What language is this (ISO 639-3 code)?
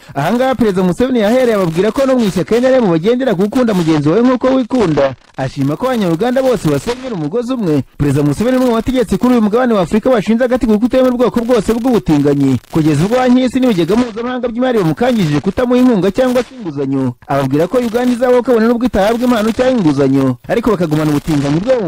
kin